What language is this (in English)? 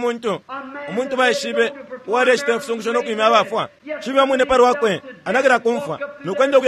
Bemba